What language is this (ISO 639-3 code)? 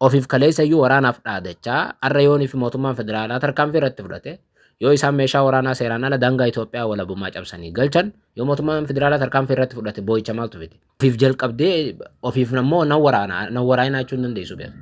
orm